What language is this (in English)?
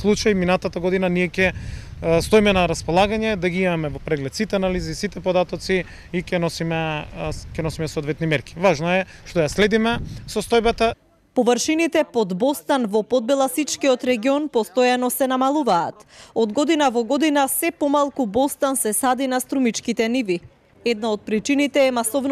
Macedonian